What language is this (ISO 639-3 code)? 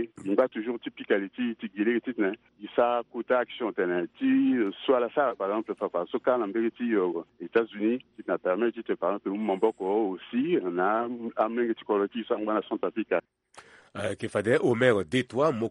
sag